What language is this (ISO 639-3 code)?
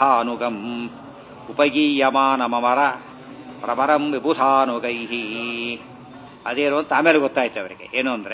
kan